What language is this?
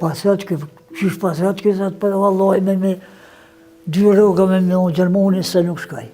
Albanian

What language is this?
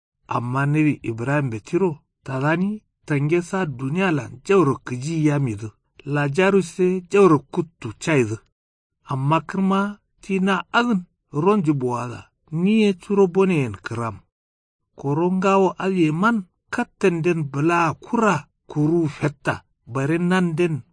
Kanuri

